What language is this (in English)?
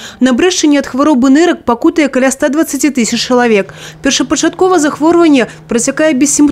Belarusian